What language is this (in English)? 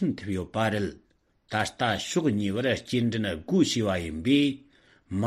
Tibetan